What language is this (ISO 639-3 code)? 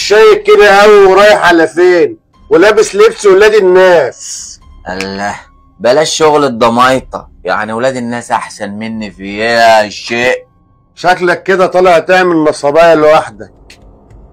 arz